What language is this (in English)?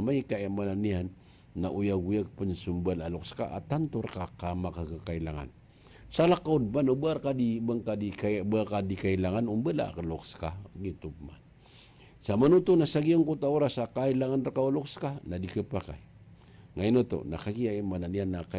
Maranao